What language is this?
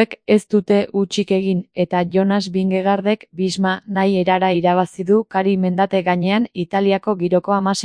Basque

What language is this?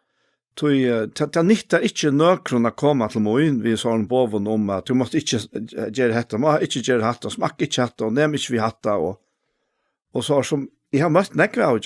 Faroese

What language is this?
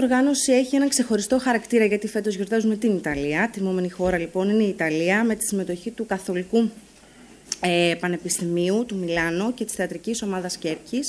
Greek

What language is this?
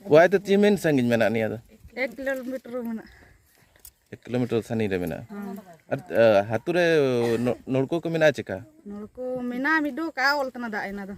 Santali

